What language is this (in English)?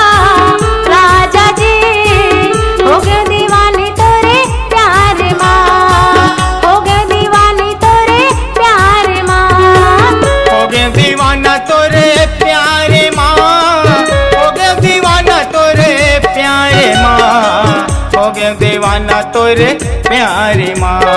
Chhattisgarhi